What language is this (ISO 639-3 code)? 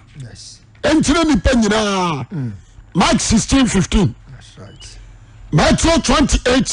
aka